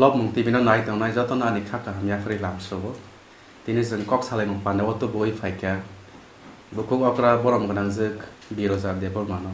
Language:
Kok Borok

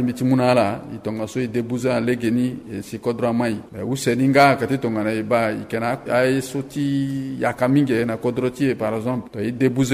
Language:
Sango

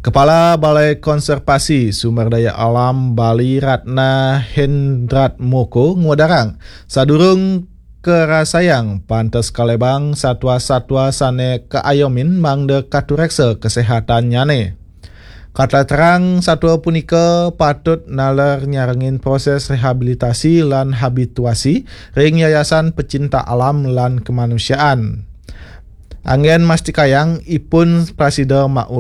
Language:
Balinese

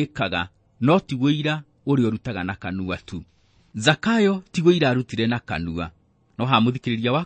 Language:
Kikuyu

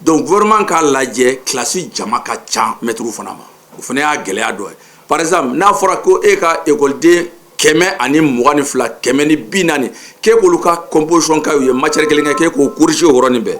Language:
Bambara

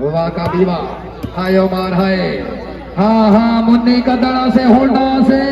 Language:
Saraiki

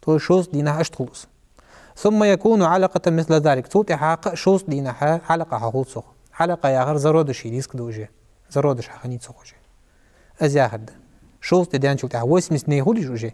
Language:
Ingush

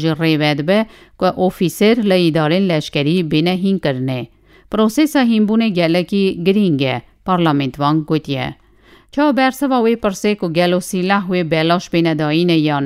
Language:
Kurdish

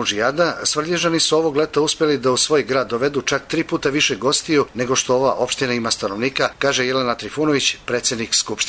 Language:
Serbian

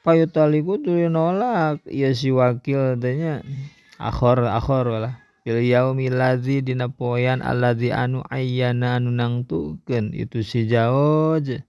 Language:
Sundanese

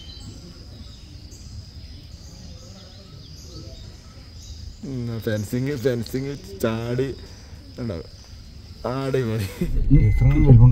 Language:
Malayalam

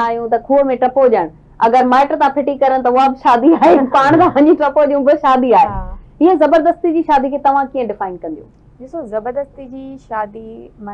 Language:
Sindhi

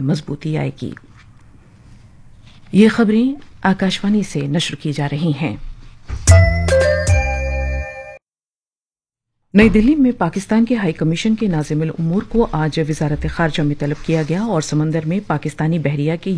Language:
Urdu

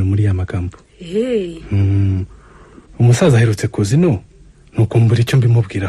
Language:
Kinyarwanda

